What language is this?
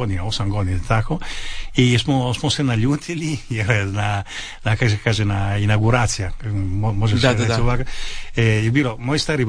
Croatian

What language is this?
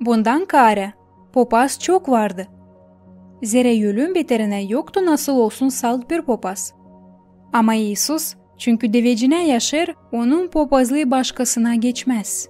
Gagauz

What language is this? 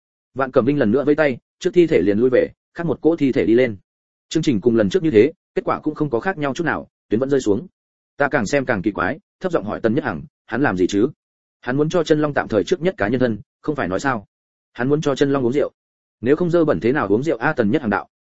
Vietnamese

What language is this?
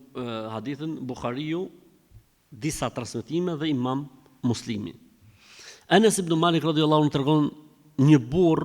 Albanian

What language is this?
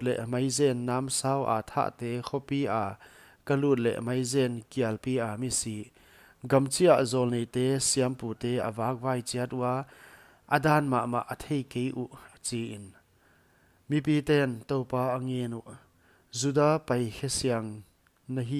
Paite Chin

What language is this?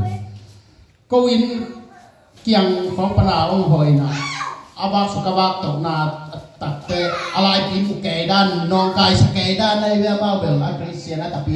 Tedim Chin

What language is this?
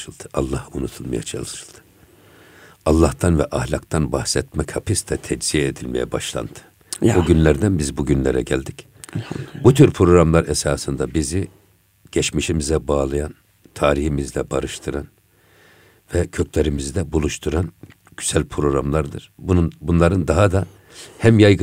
Turkish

